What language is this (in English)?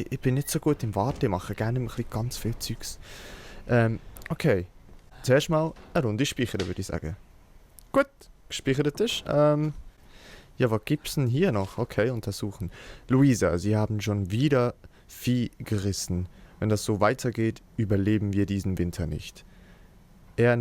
Swiss German